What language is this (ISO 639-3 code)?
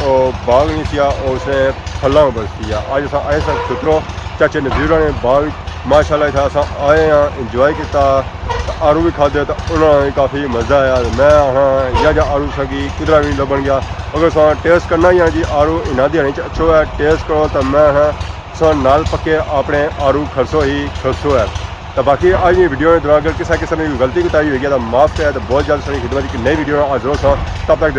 phr